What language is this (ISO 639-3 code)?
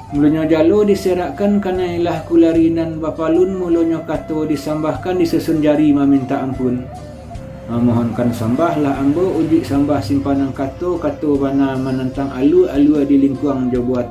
min